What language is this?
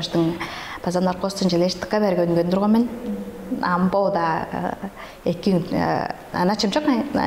Tuvinian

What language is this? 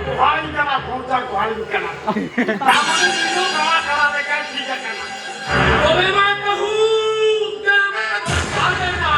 Santali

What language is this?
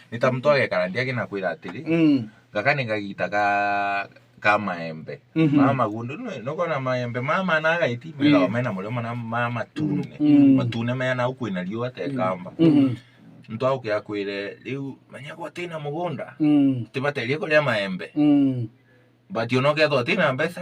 Meru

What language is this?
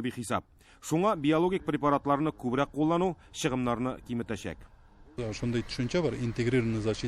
Tatar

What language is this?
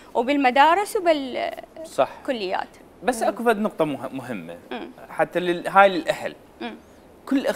Mesopotamian Arabic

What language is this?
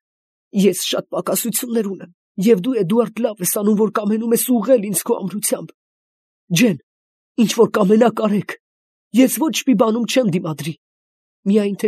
Armenian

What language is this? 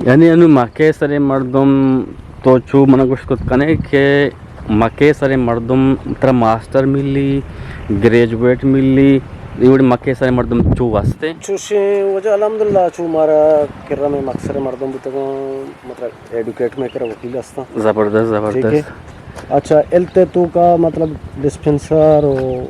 Eastern Balochi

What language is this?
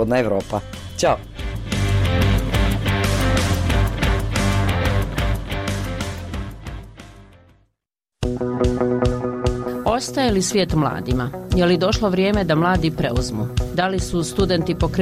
Bosnian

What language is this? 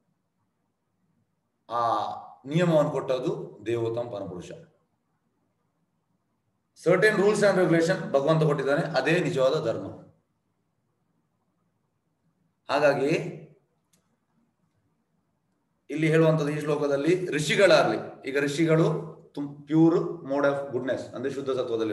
Kannada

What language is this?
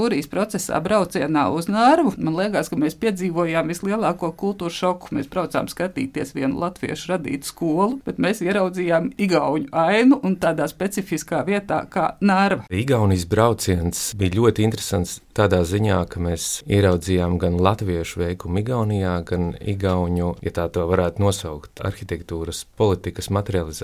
Latvian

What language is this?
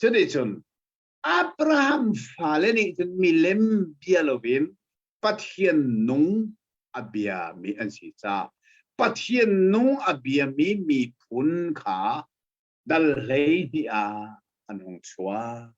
Hakha Chin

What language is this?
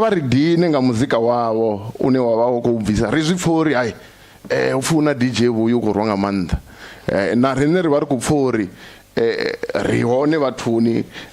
Venda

